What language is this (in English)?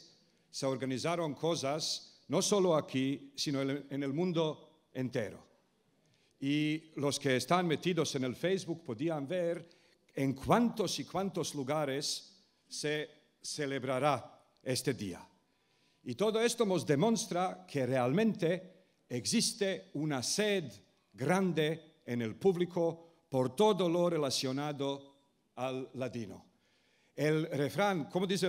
Ladino